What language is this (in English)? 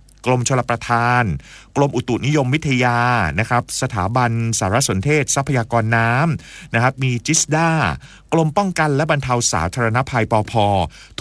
Thai